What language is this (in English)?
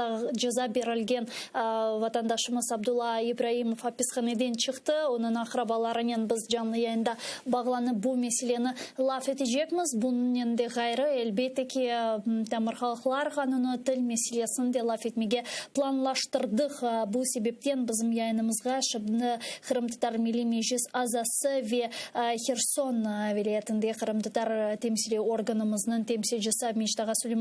Crimean Tatar